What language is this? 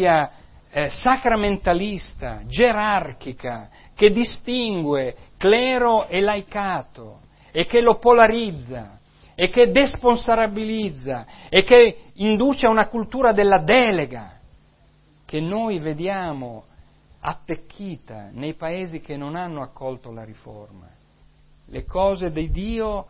Italian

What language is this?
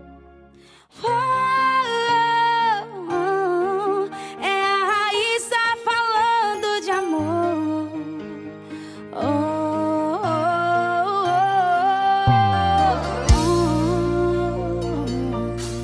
Portuguese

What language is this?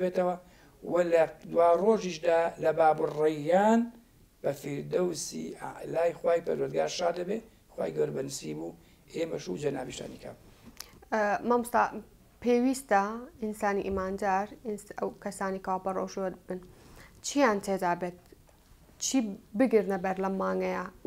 Central Kurdish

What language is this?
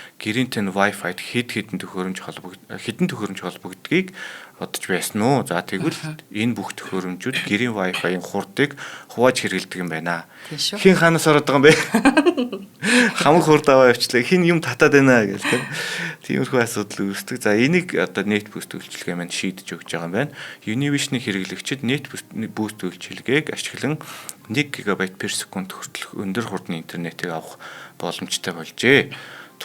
Mongolian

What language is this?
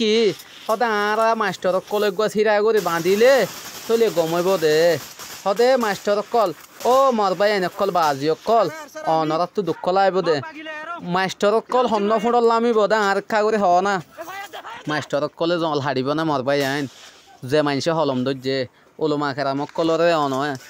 Rohingya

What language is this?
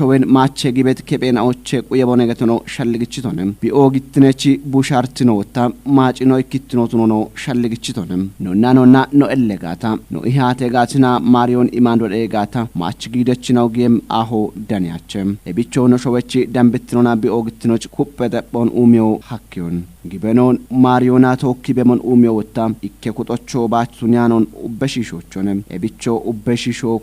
Kafa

